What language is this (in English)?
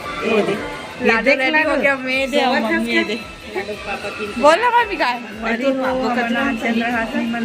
Chhattisgarhi